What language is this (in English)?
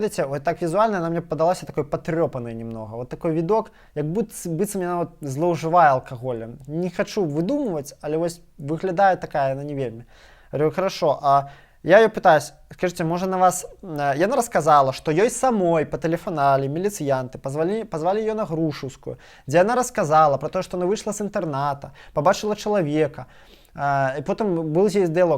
Belarusian